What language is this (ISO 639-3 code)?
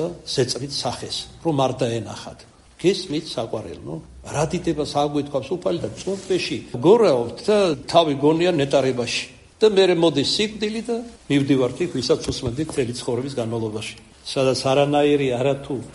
kat